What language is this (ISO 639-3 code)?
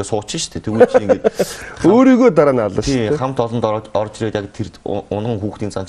mon